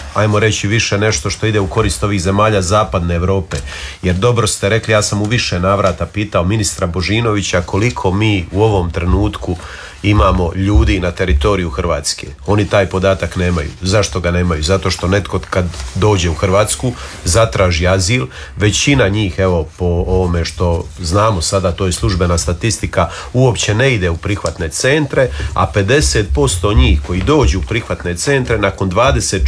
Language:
Croatian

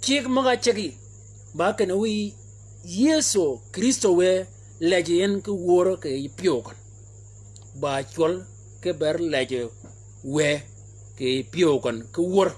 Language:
Shilluk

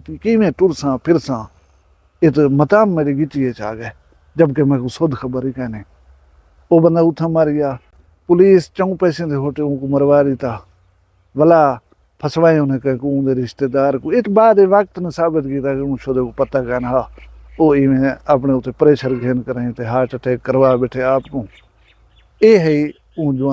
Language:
Saraiki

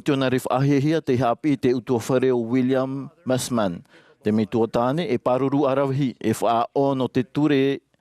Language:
Tahitian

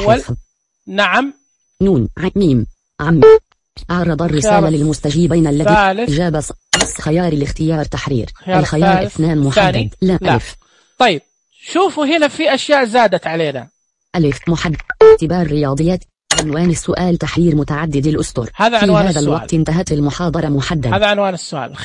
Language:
Najdi Arabic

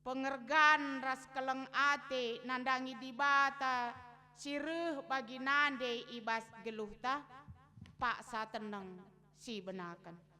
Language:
Batak Karo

